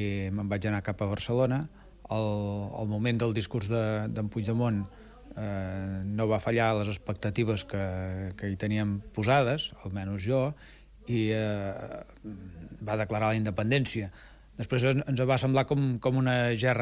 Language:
Catalan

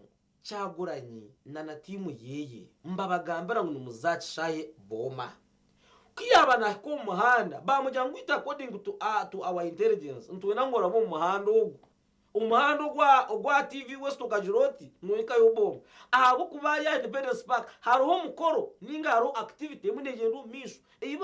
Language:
Nyankole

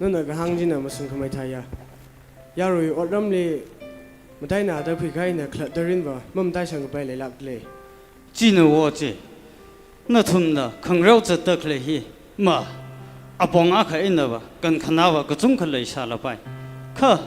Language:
Tangkhul Naga (India)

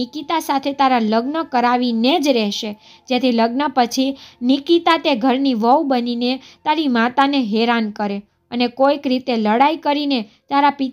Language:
Gujarati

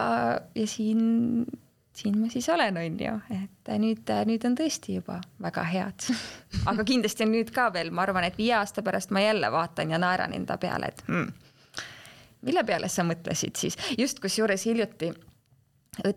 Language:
Estonian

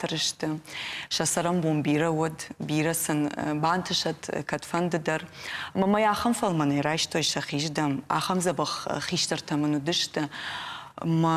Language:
Ossetic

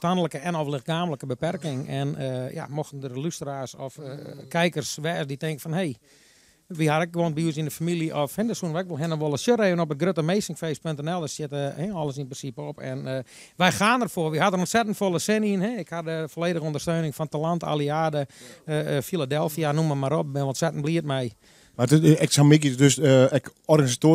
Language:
Western Frisian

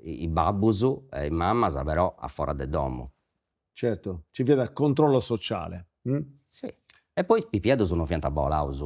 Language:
Sardinian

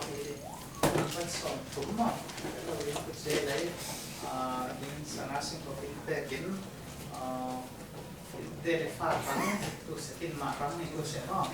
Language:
Falam Chin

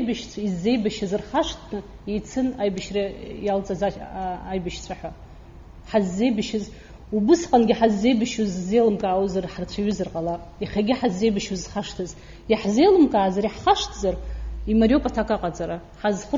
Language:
Abkhazian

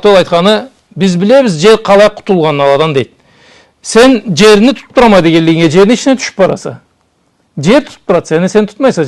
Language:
Karachay-Balkar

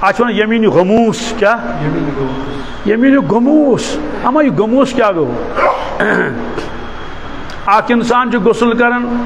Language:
Kashmiri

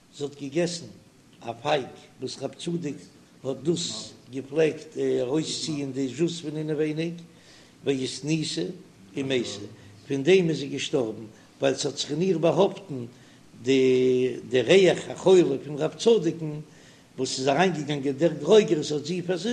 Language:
Yiddish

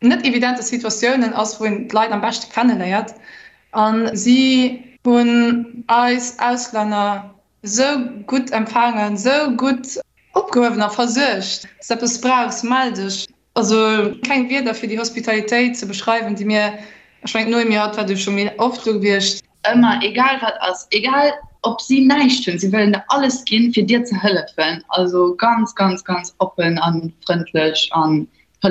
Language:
Luxembourgish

